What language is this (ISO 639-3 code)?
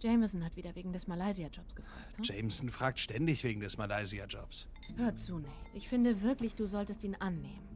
gsw